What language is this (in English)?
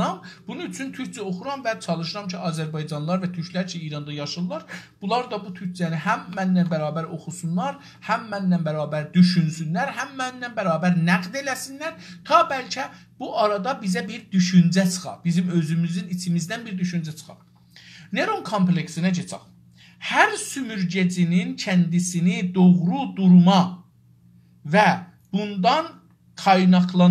South Azerbaijani